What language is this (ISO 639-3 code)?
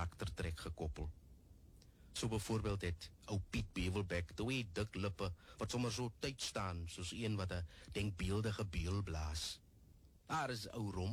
afr